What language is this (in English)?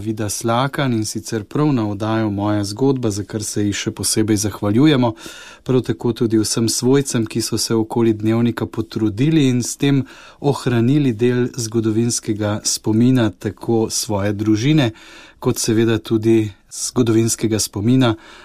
Slovenian